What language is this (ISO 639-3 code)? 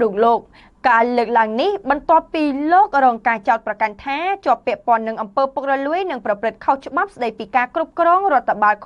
khm